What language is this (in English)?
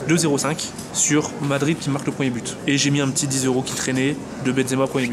French